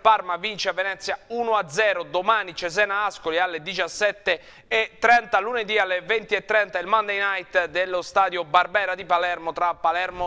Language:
Italian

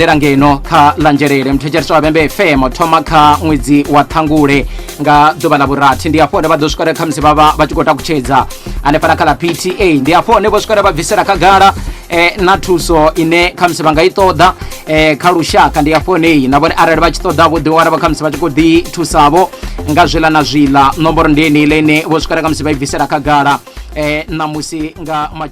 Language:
Venda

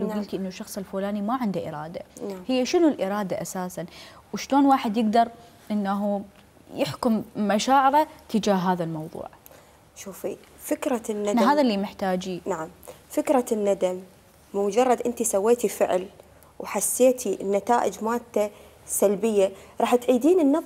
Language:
Mesopotamian Arabic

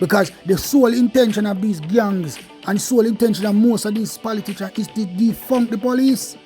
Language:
Jamaican Creole English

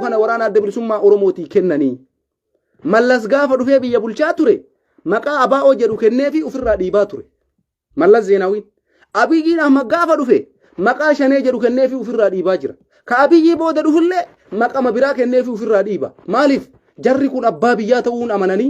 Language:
Oromo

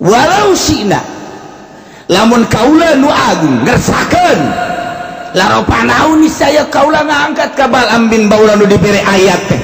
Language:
Sundanese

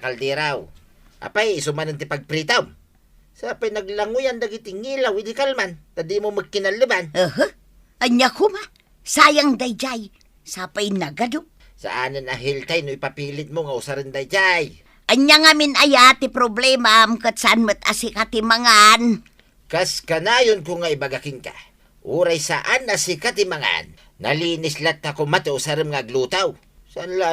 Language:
Iloko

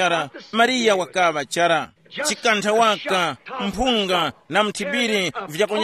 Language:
Tumbuka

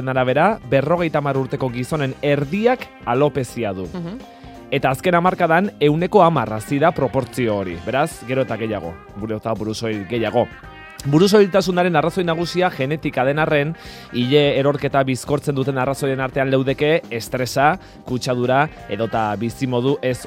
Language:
Basque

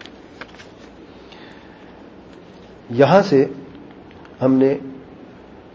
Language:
Urdu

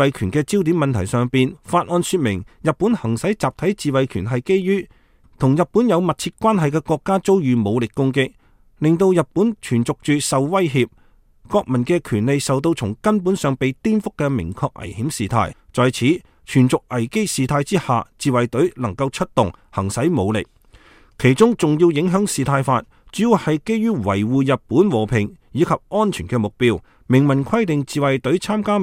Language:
Cantonese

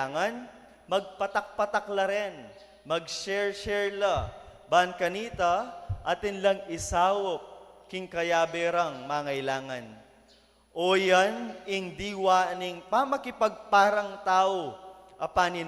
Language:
Pampanga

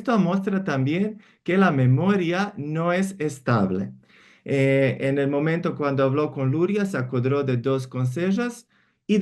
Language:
Ladino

